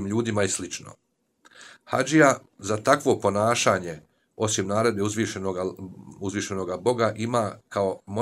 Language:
Bosnian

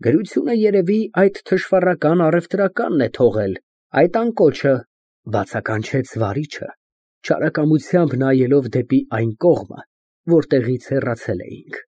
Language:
Armenian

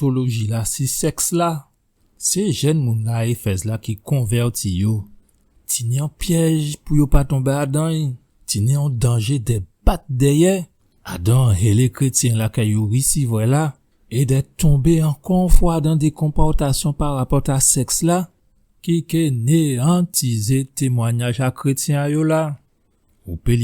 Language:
Guadeloupean Creole French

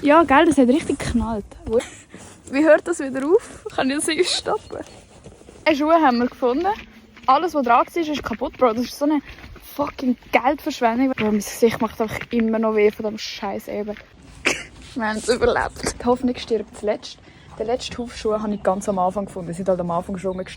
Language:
Swiss German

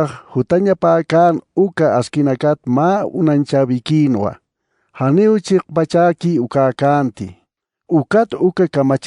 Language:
Aymara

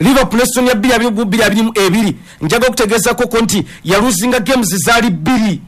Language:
Ganda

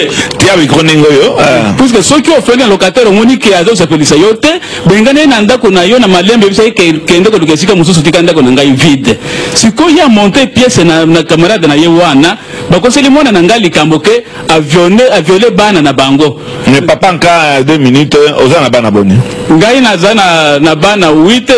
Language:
Lingala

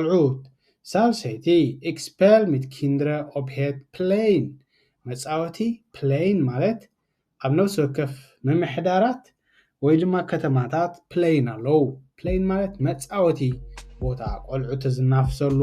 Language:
Tigrinya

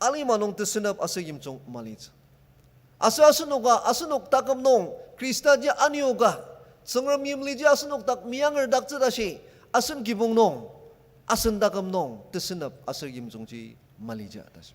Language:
Ao Naga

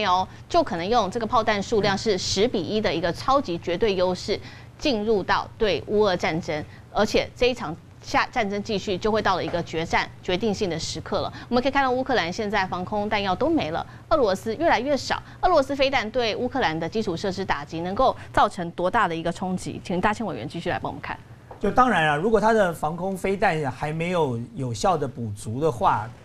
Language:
Chinese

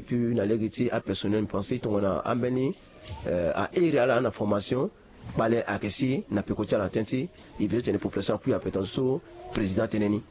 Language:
Sango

